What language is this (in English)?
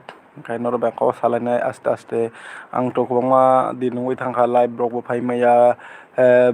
Kok Borok